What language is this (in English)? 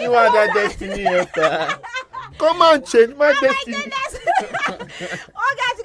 Nigerian Pidgin